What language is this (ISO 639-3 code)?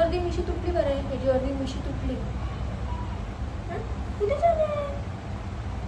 kok